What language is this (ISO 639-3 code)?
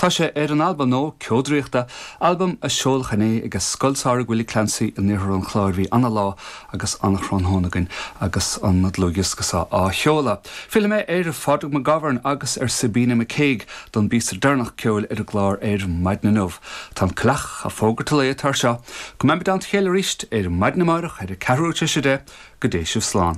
gle